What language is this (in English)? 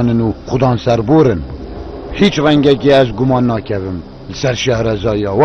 Kurdish